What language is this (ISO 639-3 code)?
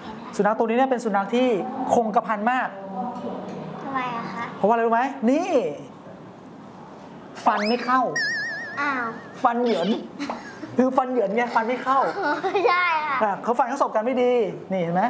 tha